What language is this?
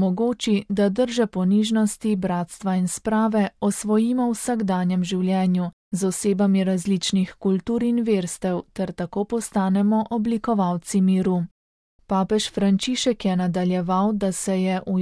Slovenian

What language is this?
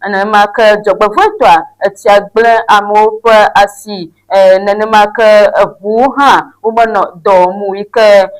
Ewe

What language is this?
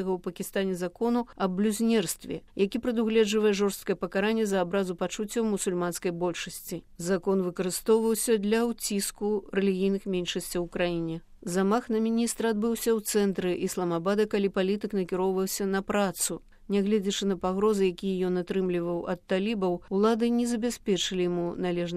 Belarusian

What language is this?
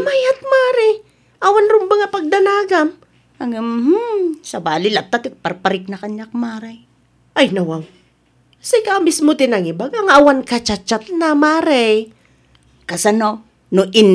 Iloko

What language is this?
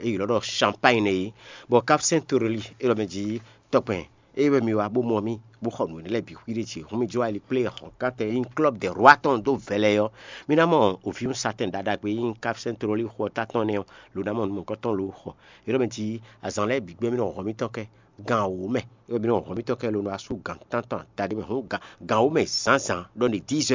Fon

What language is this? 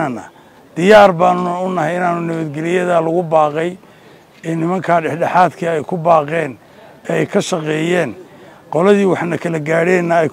Somali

